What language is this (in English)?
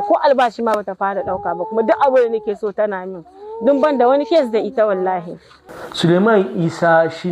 Hausa